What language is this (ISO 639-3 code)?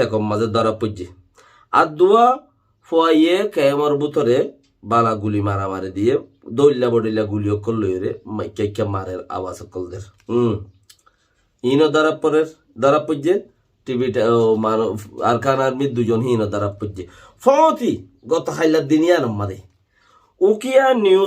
rhg